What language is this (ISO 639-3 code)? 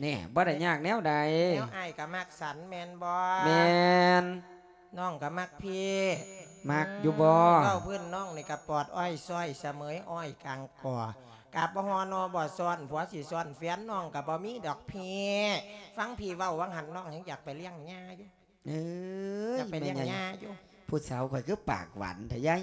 lao